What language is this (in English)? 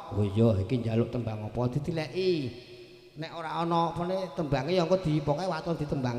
Javanese